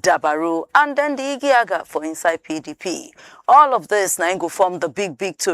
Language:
Nigerian Pidgin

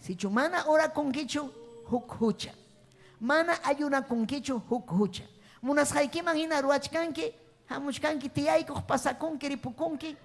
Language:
Ayacucho Quechua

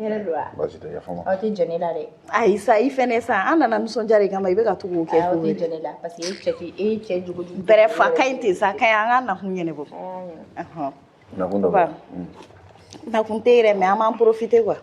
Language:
Bambara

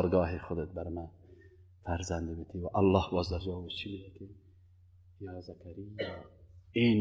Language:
Persian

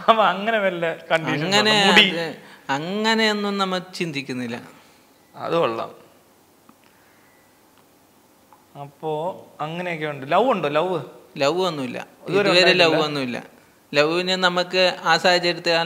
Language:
Malayalam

